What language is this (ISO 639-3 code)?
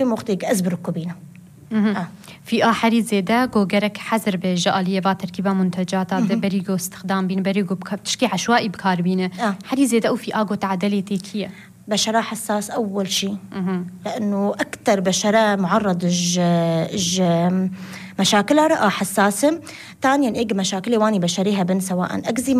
apc